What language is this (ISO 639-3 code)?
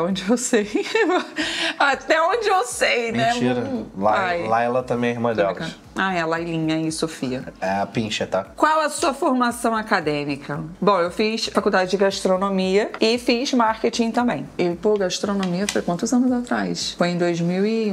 por